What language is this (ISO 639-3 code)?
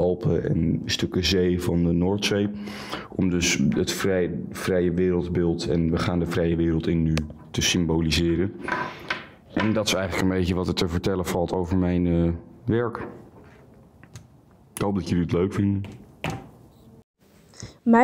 nld